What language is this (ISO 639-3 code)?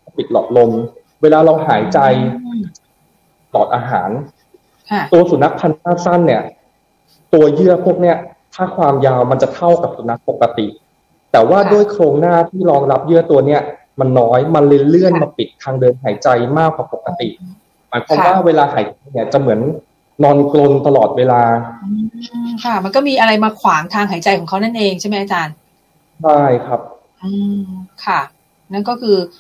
tha